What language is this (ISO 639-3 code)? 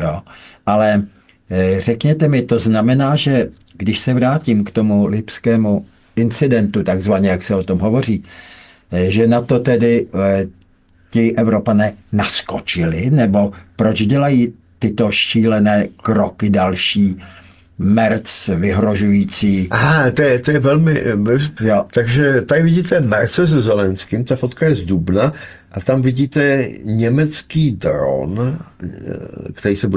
ces